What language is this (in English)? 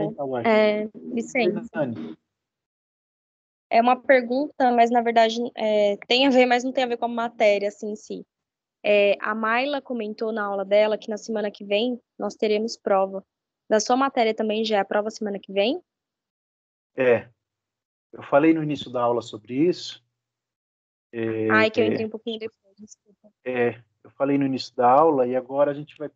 Portuguese